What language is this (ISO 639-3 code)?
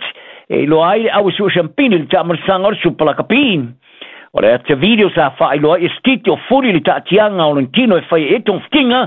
smo